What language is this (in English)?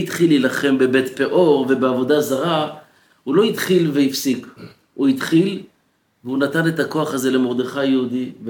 Hebrew